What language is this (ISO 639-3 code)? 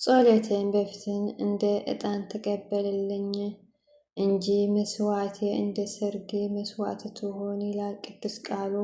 amh